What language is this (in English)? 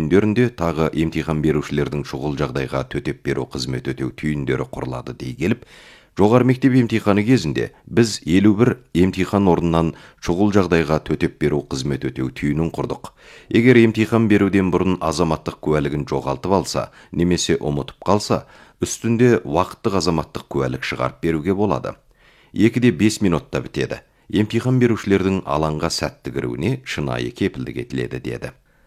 Kazakh